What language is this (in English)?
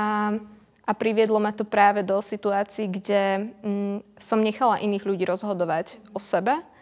Slovak